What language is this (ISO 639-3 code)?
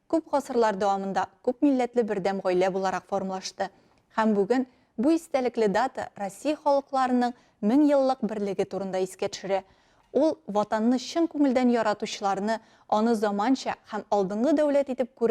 tat